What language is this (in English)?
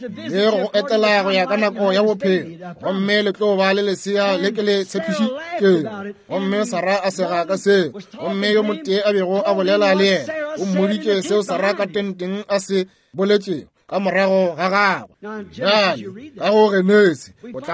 Northern Sotho